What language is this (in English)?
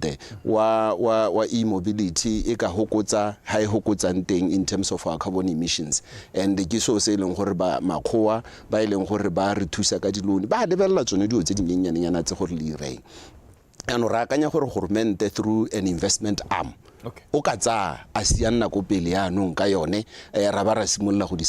Tswana